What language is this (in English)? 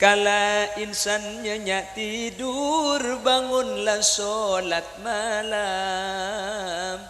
Madurese